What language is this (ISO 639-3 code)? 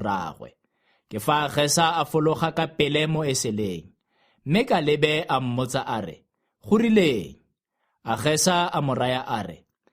tsn